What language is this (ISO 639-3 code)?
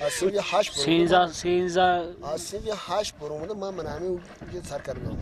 tgk